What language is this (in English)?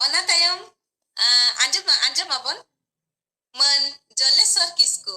Santali